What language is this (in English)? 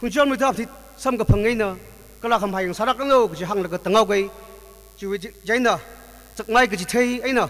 Tangkhul Naga (India)